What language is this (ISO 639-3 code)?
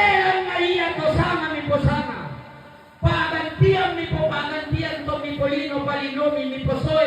sda